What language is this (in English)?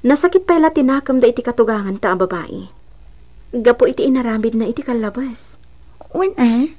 Iloko